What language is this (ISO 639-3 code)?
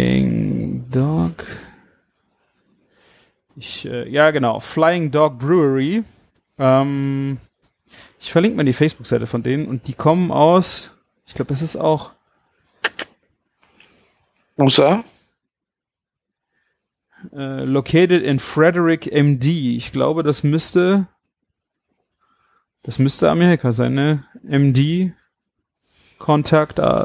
deu